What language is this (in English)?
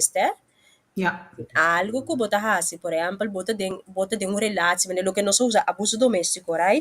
Papiamento